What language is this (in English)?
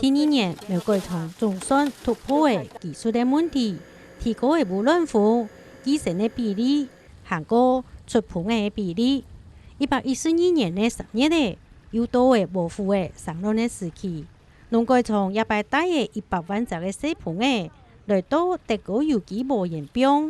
Hakka Chinese